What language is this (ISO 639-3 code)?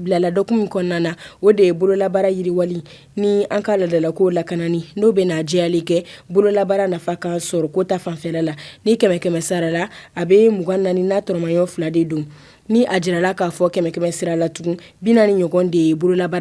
bam